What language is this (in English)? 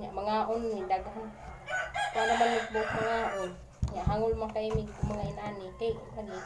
Cebuano